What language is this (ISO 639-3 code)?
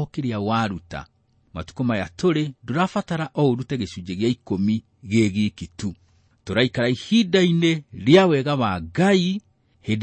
kik